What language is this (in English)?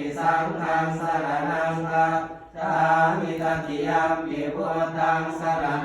Pali